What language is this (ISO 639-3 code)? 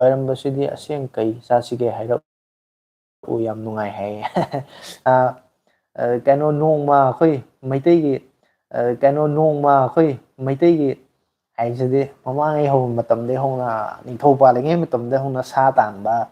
mni